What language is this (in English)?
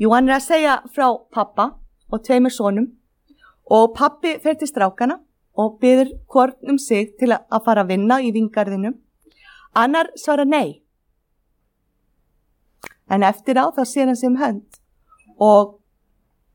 Icelandic